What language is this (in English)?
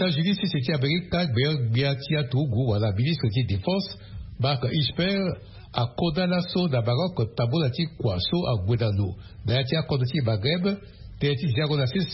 Sango